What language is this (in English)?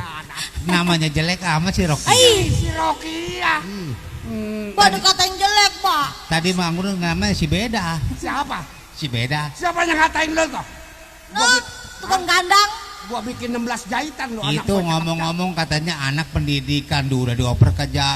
Betawi